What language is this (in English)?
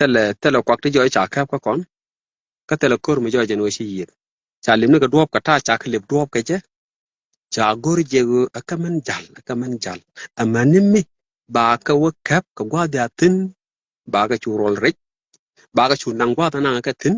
Nuer